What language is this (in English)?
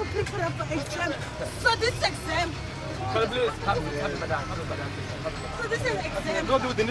Venda